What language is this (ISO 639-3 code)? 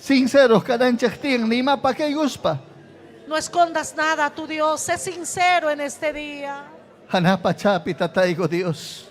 quy